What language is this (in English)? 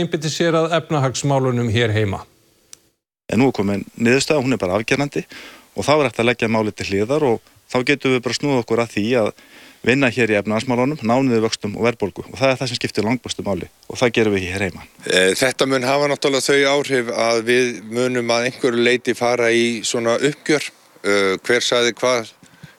Icelandic